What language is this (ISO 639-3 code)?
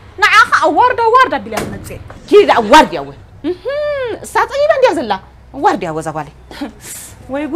tir